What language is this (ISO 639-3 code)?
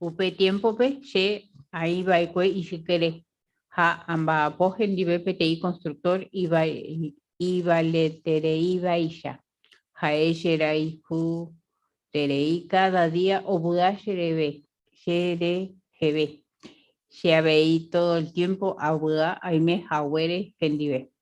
grn